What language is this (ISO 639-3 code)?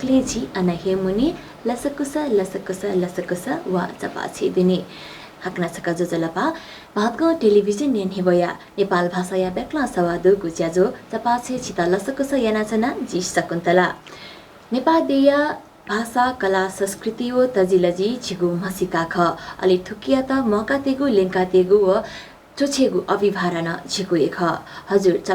new